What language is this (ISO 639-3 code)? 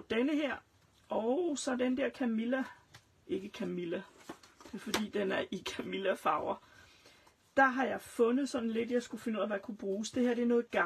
dan